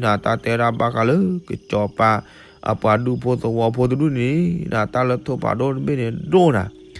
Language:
S'gaw Karen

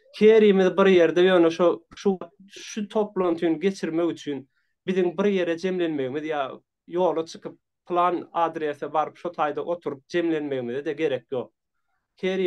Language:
Turkmen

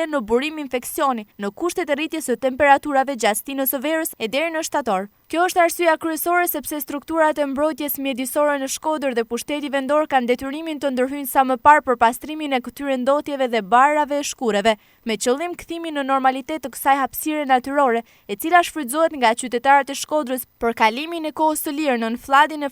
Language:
Albanian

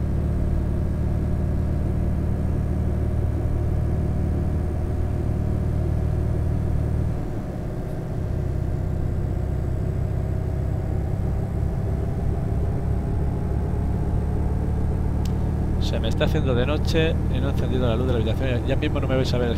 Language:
Spanish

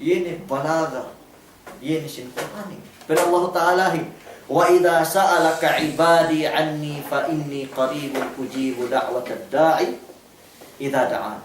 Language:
Yakan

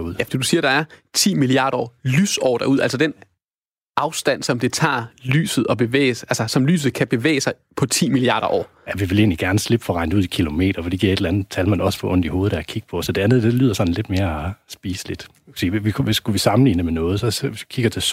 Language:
Danish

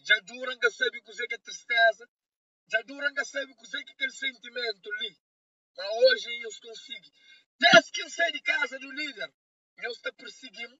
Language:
Kabuverdianu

